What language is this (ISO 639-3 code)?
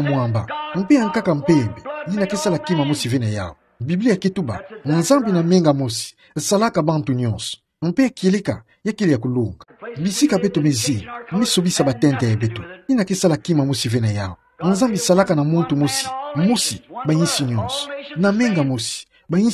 ktu